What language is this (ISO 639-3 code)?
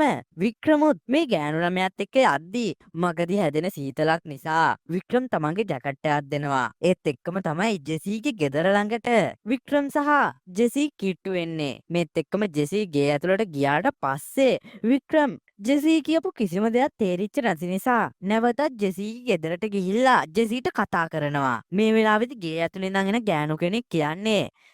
sin